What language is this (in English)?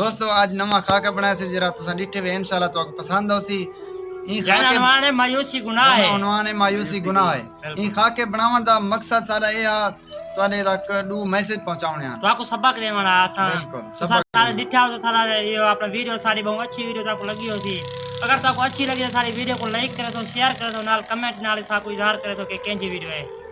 Saraiki